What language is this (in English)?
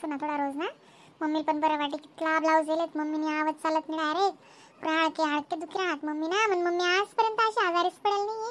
Khandesi